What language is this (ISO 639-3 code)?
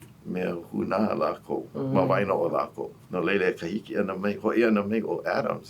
haw